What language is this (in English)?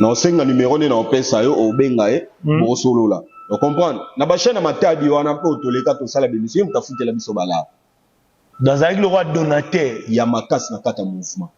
Lingala